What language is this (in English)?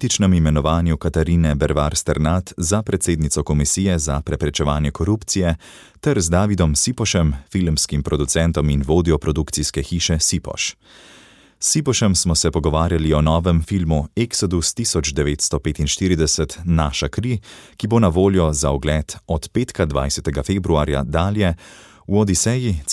Slovenian